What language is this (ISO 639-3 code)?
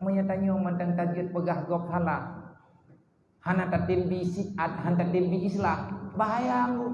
ace